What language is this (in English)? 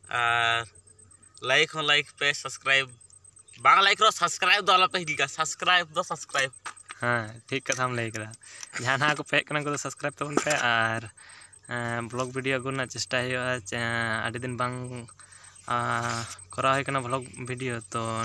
Santali